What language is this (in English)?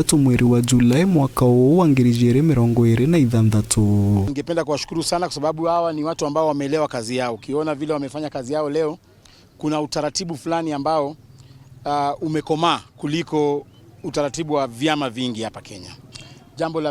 Meru